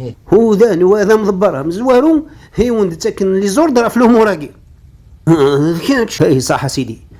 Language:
Kabyle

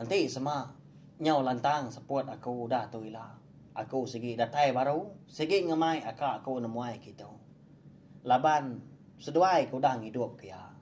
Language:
Iban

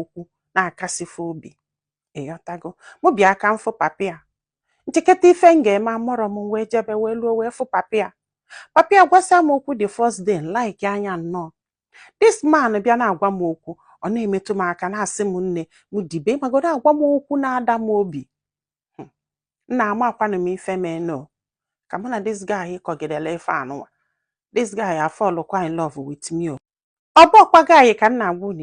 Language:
Igbo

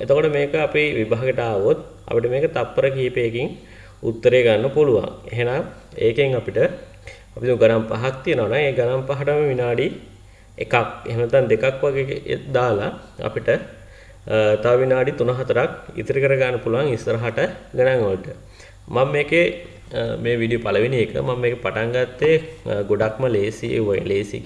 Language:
Sinhala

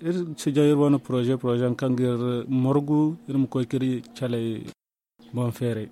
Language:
Zarma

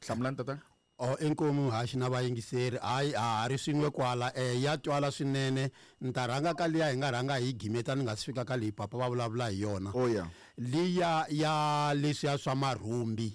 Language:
Tsonga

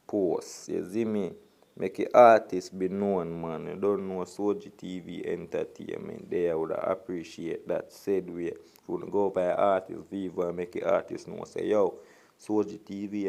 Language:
Jamaican Creole English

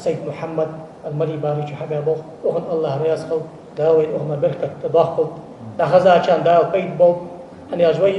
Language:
Ingush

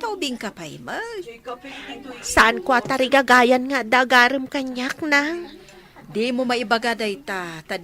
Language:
Iloko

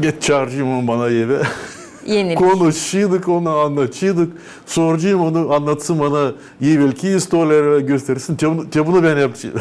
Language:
Gagauz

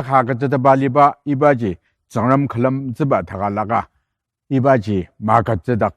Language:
Ao Naga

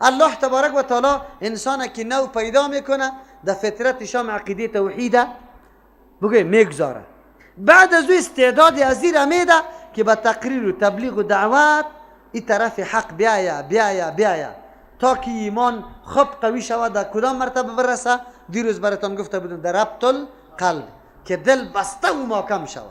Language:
Persian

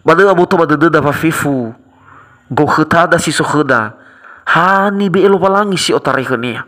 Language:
Nias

